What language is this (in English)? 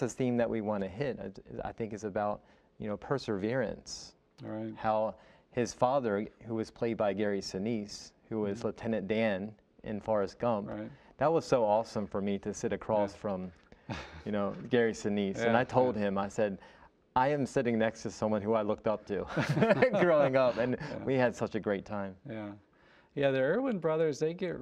English